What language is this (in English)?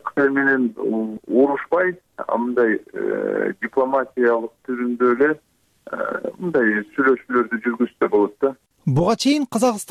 Kyrgyz